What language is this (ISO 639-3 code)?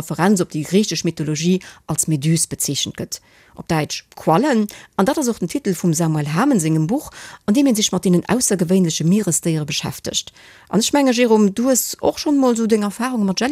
ltz